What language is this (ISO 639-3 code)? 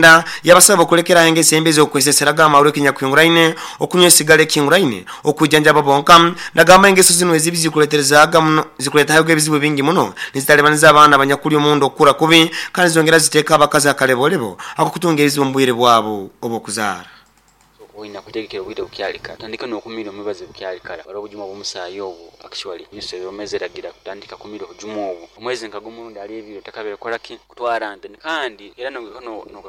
nyo